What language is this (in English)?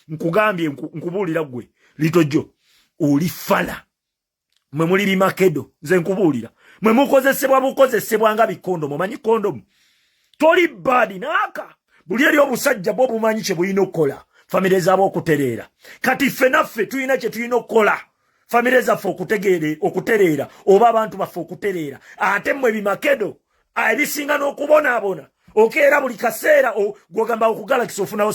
Ganda